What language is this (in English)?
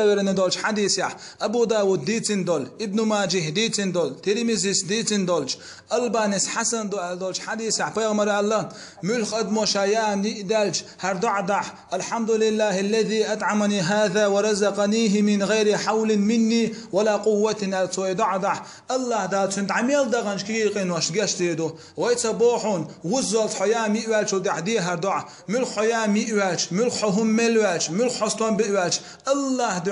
Chechen